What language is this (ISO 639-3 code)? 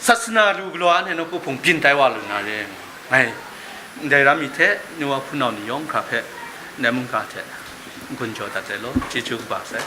kac